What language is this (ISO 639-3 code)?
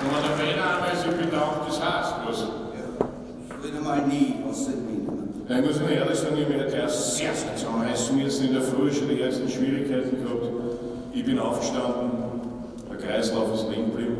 bar